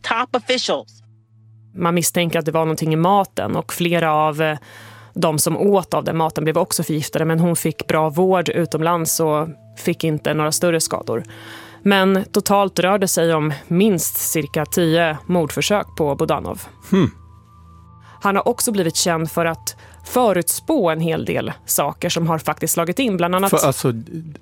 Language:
Swedish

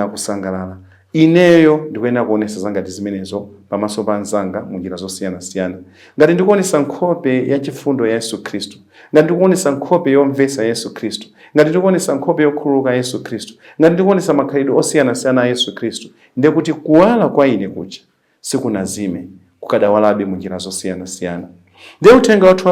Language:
Nyanja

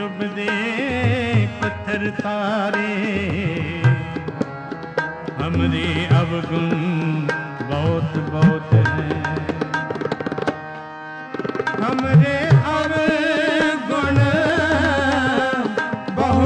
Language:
Hindi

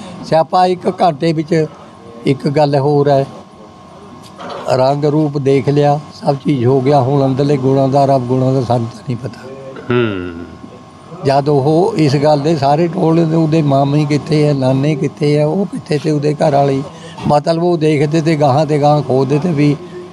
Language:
Punjabi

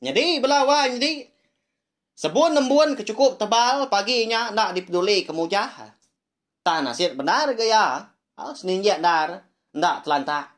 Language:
Iban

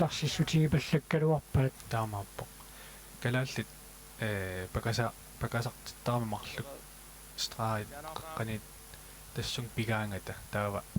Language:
Kalaallisut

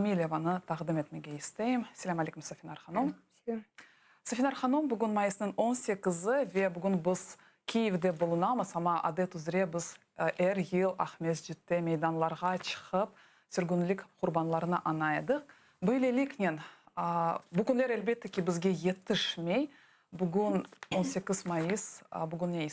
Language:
Crimean Tatar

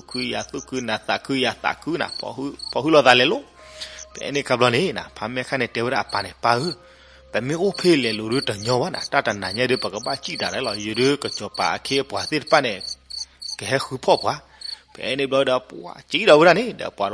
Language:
S'gaw Karen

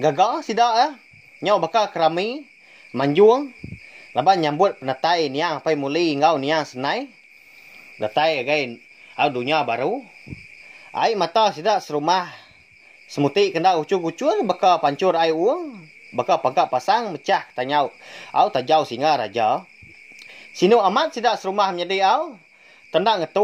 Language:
Iban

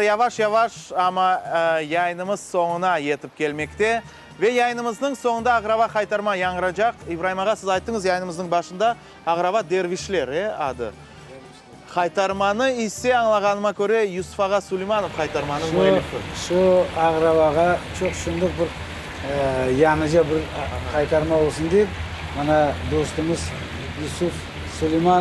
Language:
Crimean Tatar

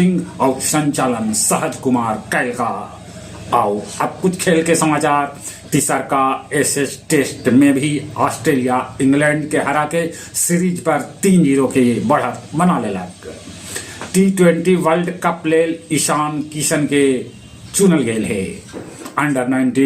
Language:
Magahi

